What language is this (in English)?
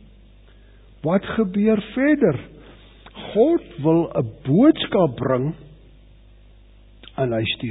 Afrikaans